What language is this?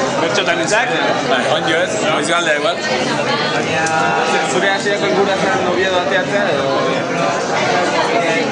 Basque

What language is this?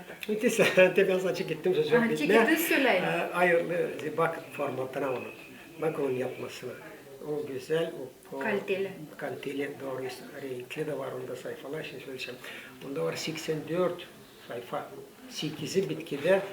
Gagauz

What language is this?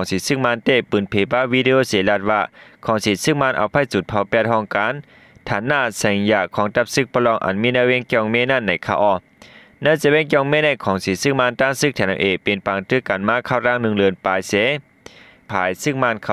Shan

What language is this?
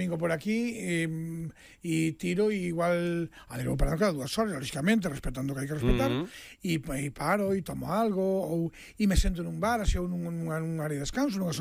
Galician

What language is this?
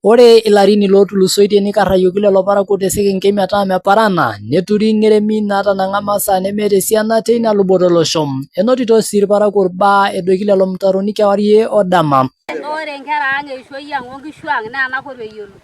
Masai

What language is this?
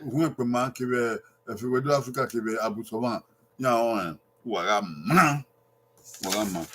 Bini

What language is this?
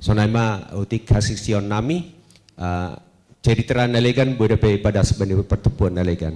Batak Simalungun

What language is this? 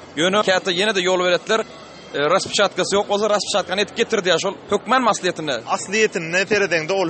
Turkmen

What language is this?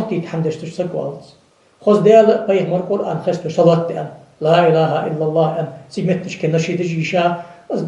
Ingush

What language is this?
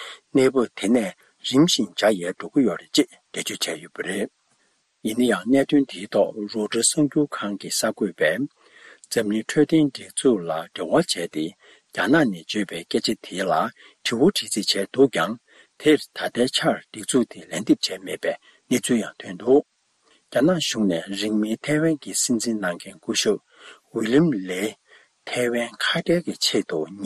Tibetan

